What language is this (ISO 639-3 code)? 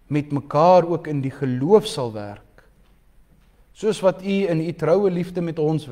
afr